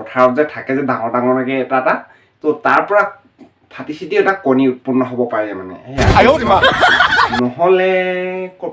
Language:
Assamese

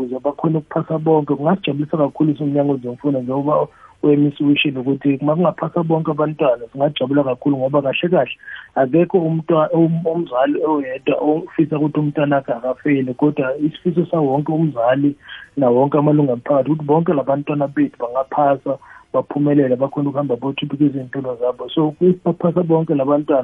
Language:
South Ndebele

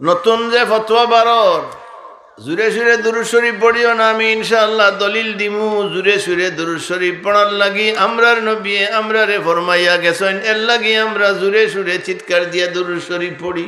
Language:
Sylheti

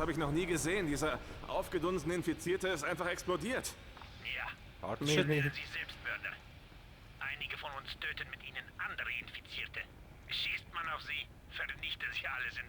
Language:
Swiss German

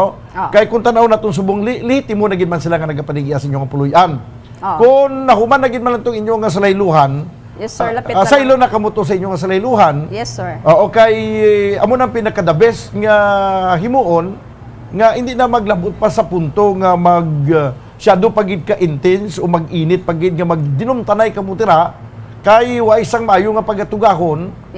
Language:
Hiligaynon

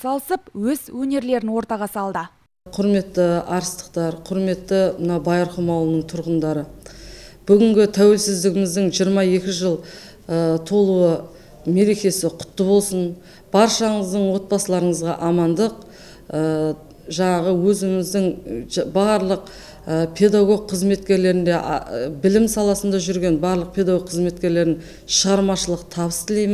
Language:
Kazakh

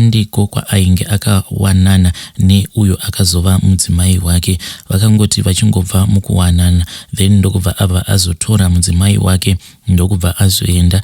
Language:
Shona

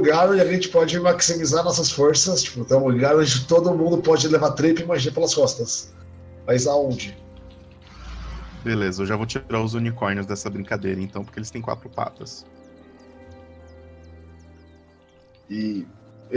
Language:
Portuguese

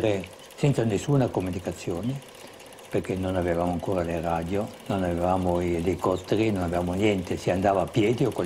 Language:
Italian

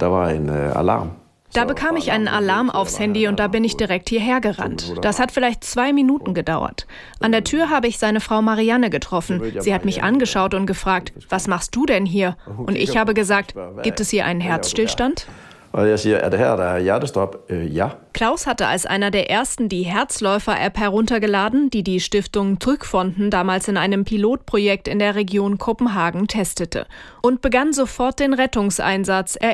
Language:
German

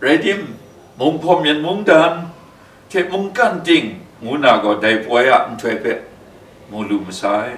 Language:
Kachin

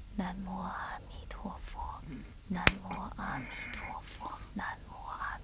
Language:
Chinese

